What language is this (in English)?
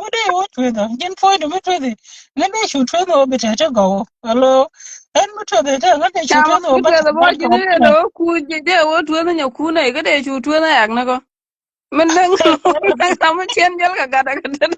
Nuer